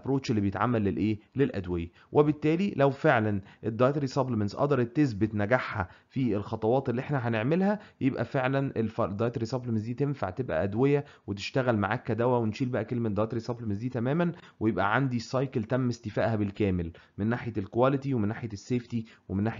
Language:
Egyptian Arabic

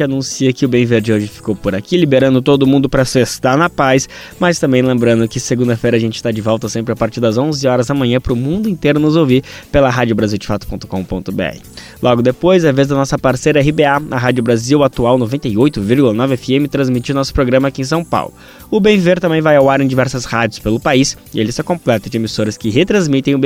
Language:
Portuguese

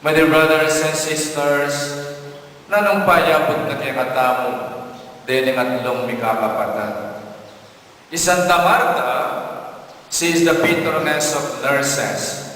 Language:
Pampanga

